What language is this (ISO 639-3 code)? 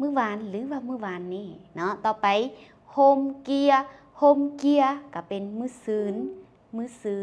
lao